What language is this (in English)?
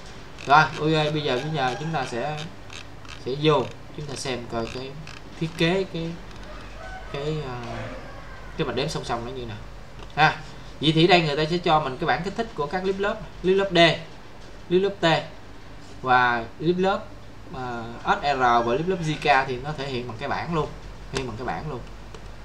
Vietnamese